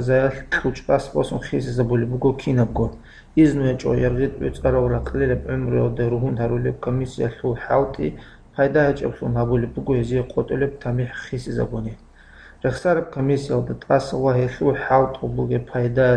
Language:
Avaric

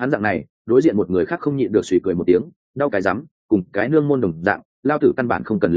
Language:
Vietnamese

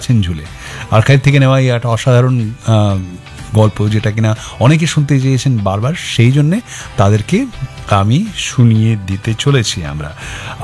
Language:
Bangla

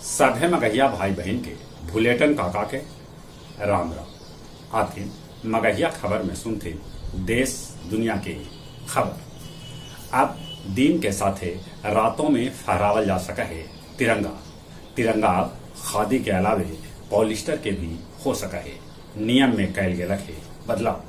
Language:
Magahi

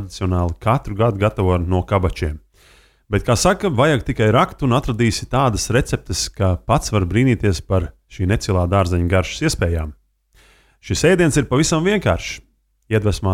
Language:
Latvian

